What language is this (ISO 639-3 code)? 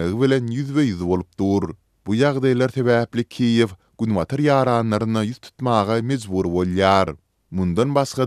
tuk